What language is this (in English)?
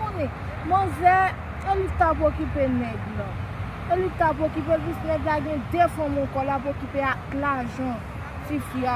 Haitian Creole